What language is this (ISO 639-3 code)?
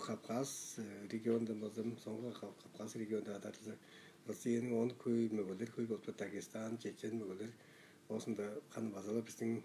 tyv